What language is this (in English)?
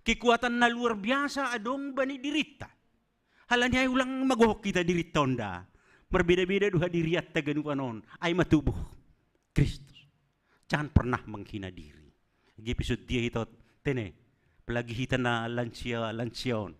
Batak Simalungun